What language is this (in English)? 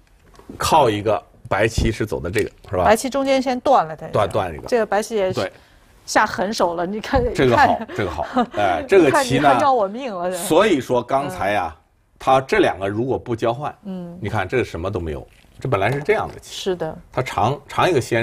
Chinese